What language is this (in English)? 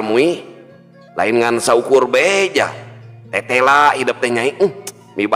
Sundanese